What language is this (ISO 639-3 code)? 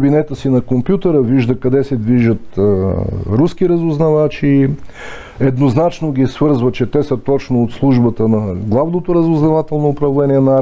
bul